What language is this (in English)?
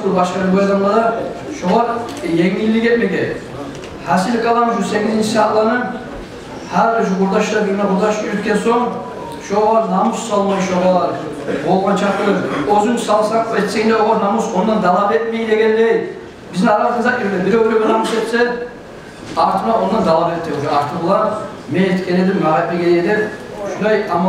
Kumyk